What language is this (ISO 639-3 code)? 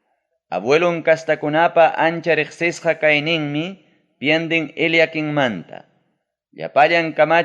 quy